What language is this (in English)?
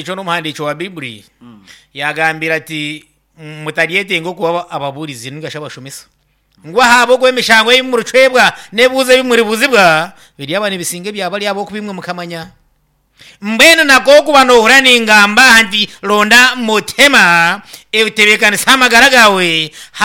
Nyankole